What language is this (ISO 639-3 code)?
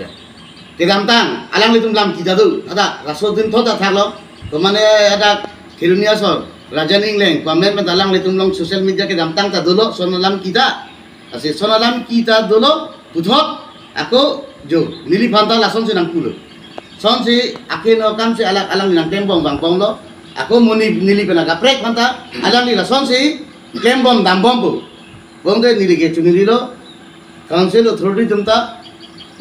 mjw